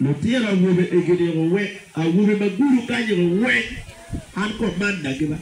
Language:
Acoli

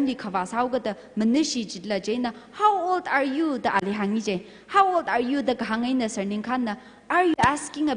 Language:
Tangkhul Naga (India)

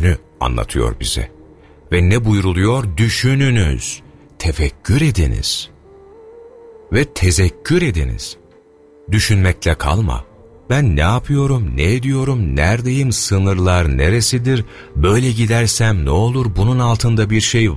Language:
Turkish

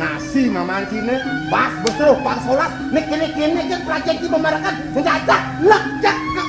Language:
Balinese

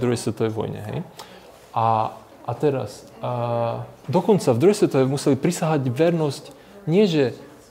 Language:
Slovak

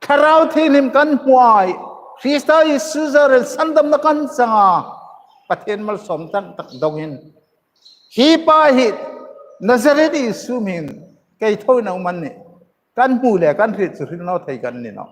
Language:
Hmar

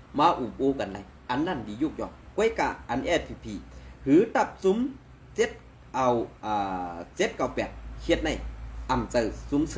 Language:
Shan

